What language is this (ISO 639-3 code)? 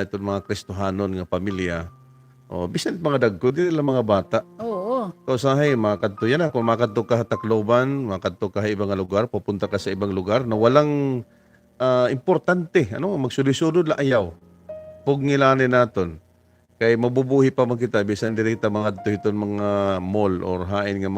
war